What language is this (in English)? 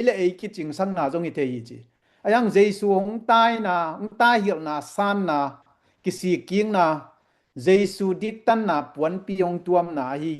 Tedim Chin